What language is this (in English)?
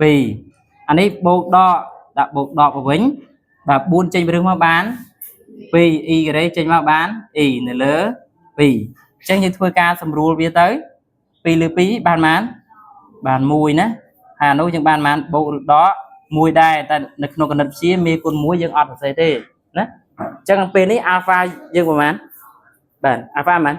Khmer